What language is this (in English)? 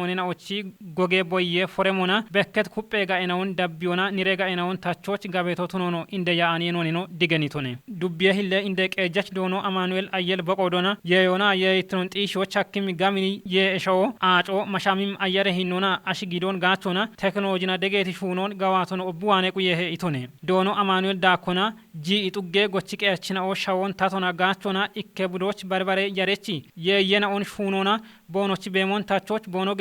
Kafa